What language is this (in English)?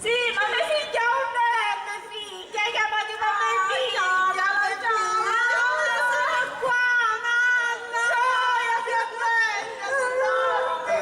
Sicilian